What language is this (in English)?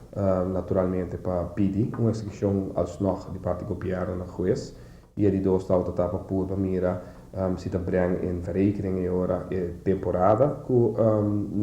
Papiamento